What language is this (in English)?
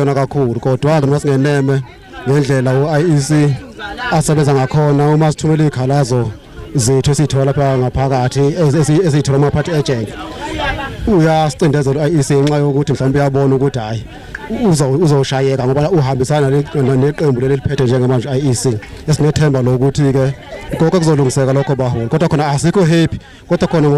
Zulu